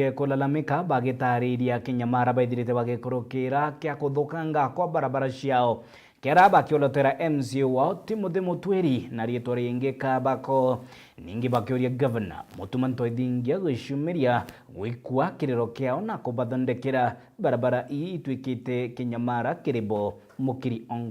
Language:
Meru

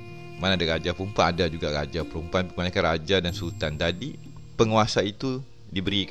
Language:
Malay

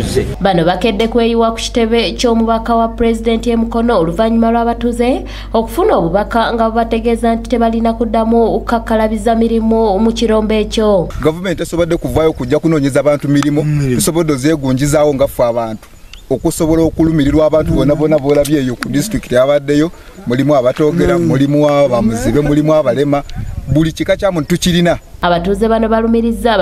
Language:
Ganda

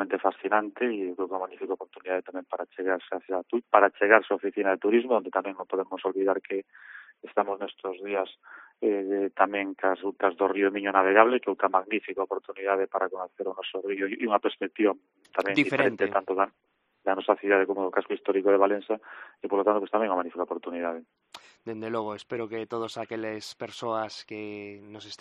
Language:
Galician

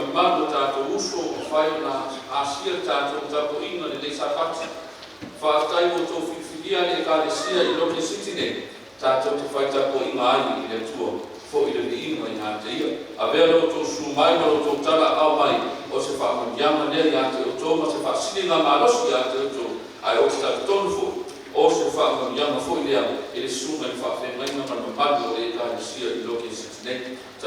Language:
Samoan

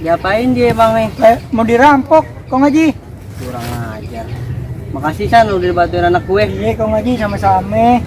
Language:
Betawi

